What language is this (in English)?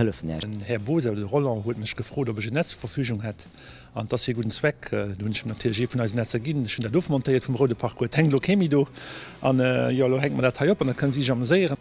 Luxembourgish